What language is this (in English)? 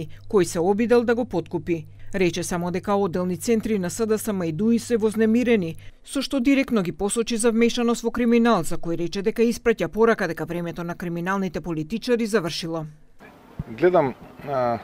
Macedonian